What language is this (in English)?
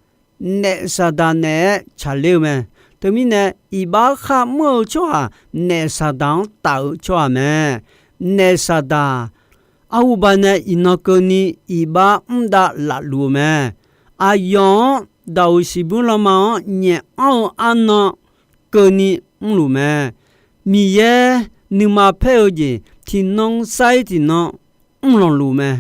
Akha